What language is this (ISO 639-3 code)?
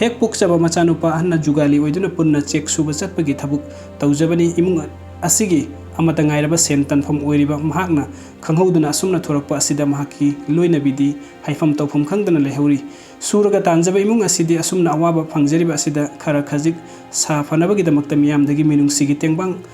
mni